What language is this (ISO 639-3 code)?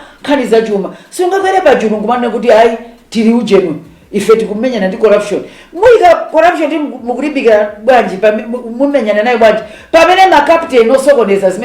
nya